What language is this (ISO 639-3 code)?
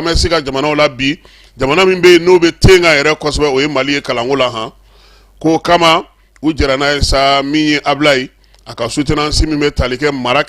bam